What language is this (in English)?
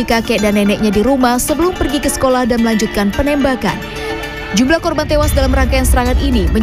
Indonesian